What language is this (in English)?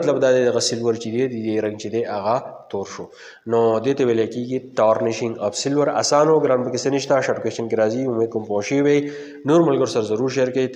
Pashto